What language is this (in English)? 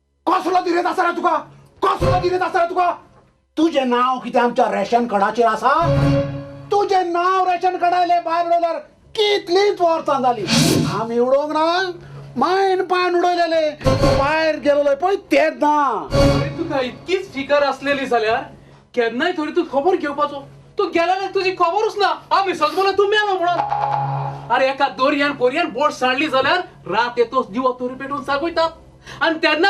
Konkani